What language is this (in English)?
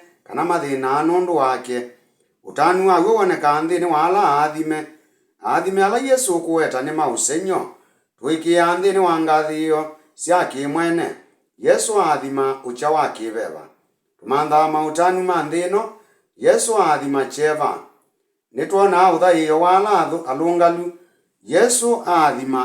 Kamba